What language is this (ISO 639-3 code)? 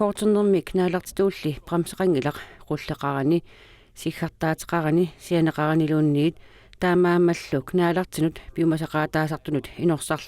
kal